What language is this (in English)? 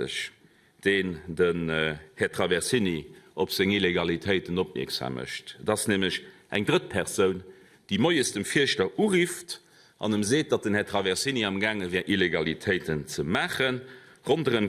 Luxembourgish